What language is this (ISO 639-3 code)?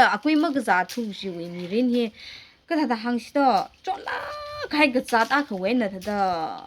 nmf